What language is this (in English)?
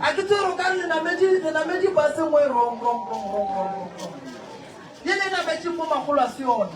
Northern Sotho